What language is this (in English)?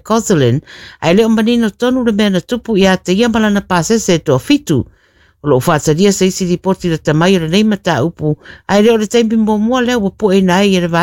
Samoan